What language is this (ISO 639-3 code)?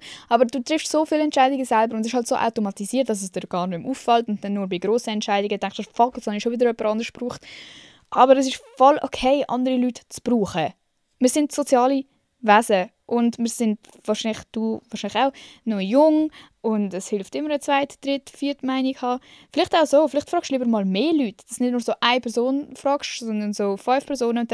gsw